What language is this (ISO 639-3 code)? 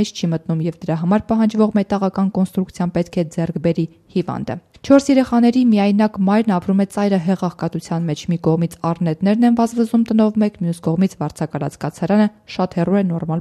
hye